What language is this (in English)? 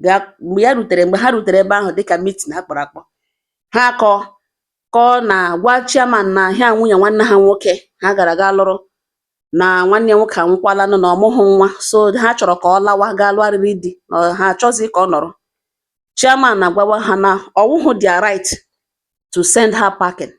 Igbo